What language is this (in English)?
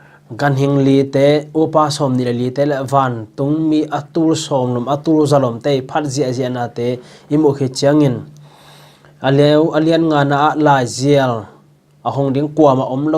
Tedim Chin